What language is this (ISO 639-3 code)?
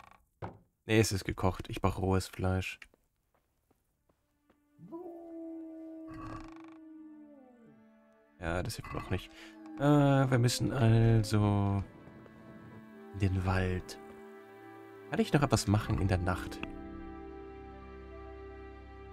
deu